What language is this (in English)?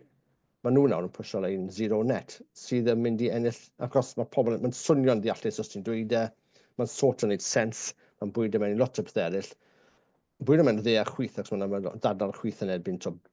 Welsh